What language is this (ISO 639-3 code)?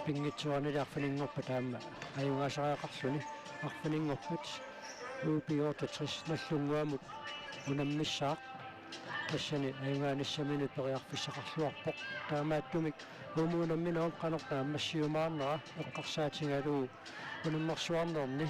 kal